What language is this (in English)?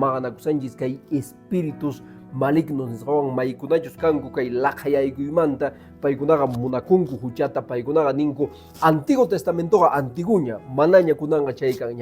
Quechua